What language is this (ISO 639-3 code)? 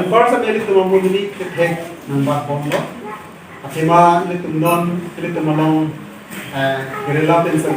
mjw